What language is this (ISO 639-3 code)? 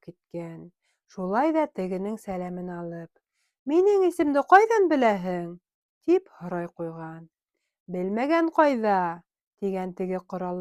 bak